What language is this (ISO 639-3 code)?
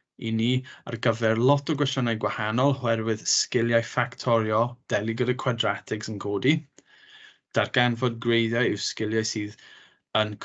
cym